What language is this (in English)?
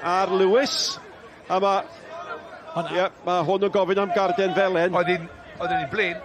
Welsh